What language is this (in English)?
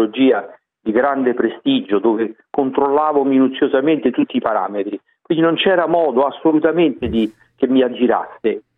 Italian